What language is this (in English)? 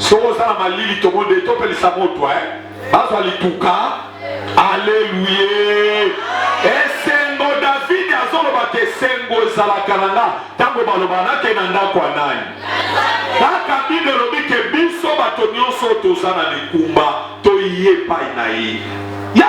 Lingala